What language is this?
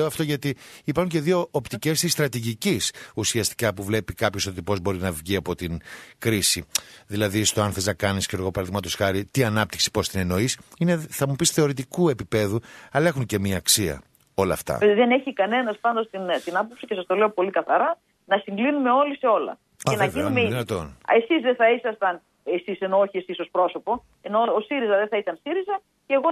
Greek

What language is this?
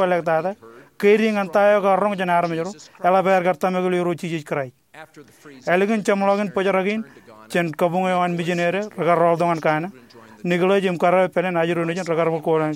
Marshallese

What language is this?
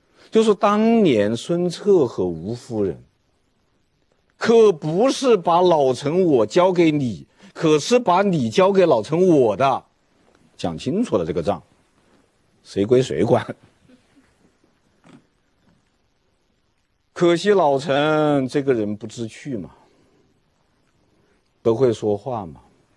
Chinese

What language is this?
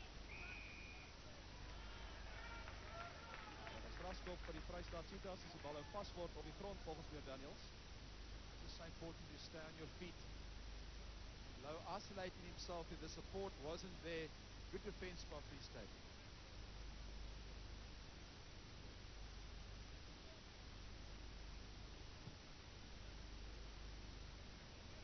Afrikaans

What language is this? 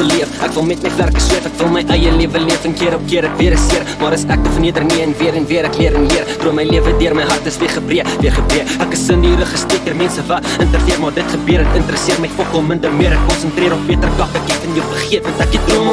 Afrikaans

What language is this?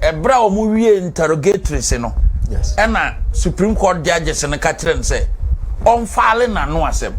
Akan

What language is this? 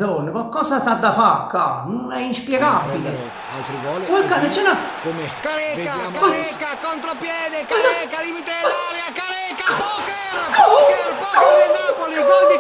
Neapolitan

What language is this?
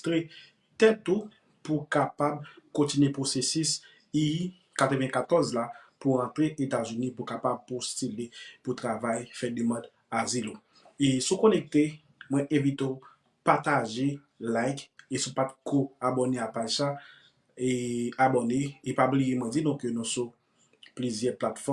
Haitian Creole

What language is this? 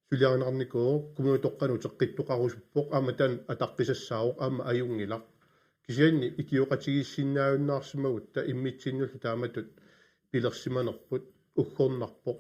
Kalaallisut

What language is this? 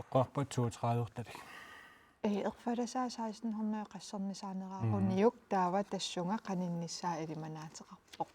Kalaallisut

